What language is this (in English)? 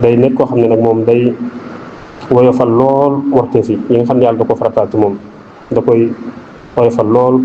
Wolof